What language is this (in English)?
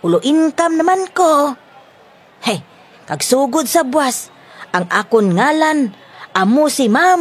Hiligaynon